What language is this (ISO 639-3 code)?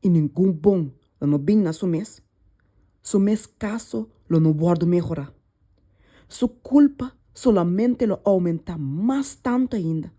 pap